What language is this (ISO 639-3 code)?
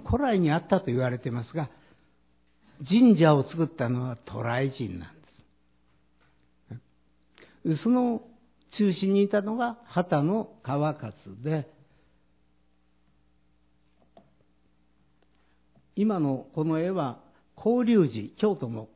jpn